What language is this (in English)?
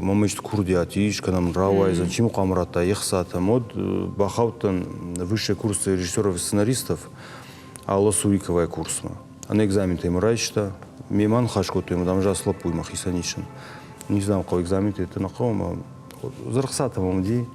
Ossetic